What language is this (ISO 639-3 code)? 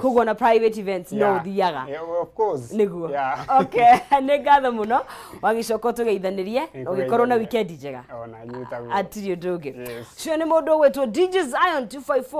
kik